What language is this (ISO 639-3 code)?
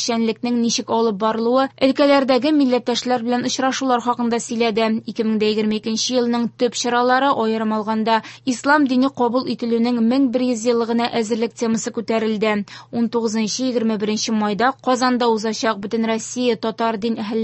tat